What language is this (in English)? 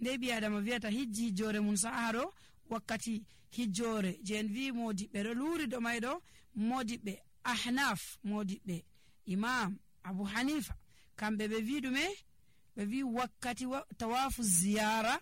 Nigerian Fulfulde